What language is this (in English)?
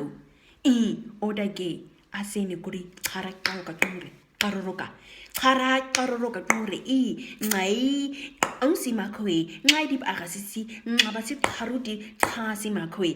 Nama